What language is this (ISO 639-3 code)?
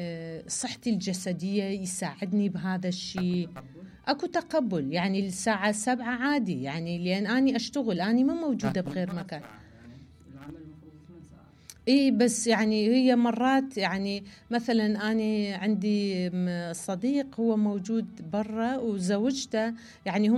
acm